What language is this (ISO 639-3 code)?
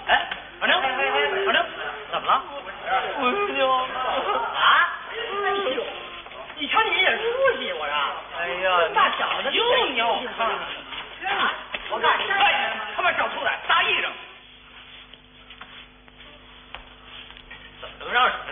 zho